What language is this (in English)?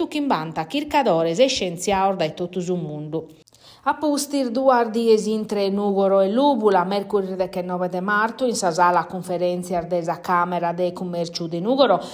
Sardinian